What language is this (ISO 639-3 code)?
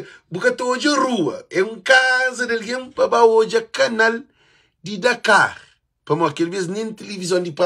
kea